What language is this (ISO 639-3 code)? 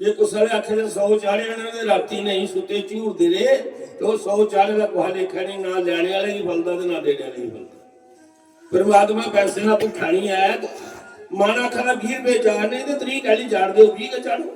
doi